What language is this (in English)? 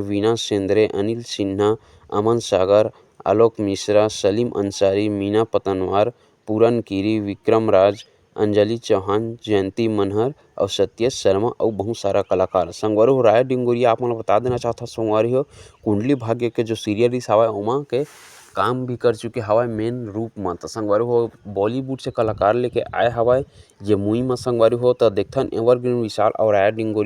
Chhattisgarhi